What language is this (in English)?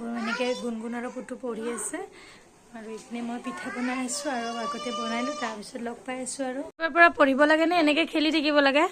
Assamese